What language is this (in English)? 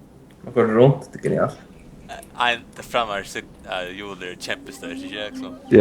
Faroese